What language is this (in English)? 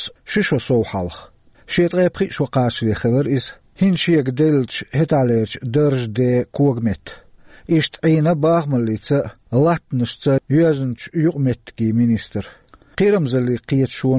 Chechen